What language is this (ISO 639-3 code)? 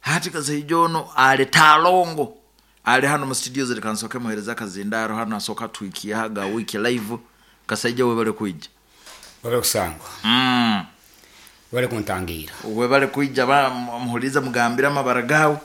nyo